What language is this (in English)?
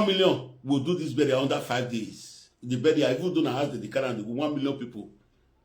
Nigerian Pidgin